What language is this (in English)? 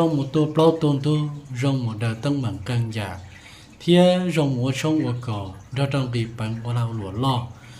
Hmong